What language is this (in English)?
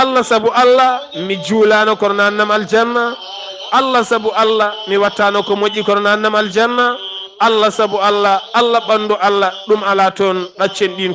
Fula